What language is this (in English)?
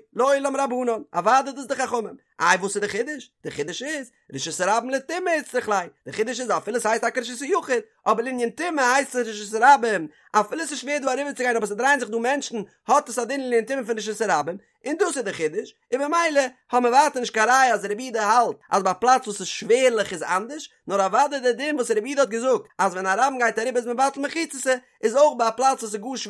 Yiddish